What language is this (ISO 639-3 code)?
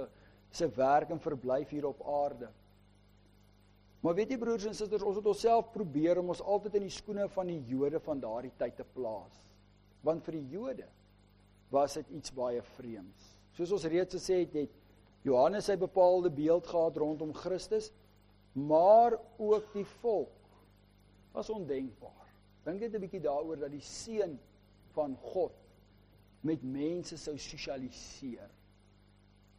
afr